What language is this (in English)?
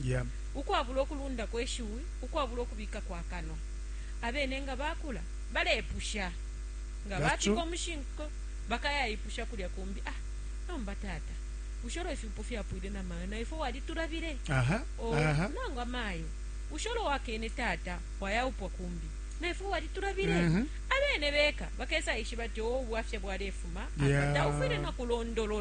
Bemba